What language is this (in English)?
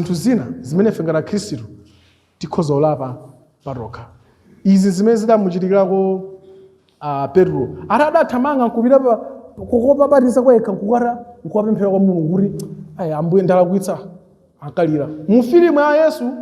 Nyanja